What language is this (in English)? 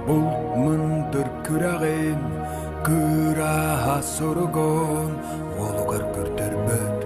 Yakut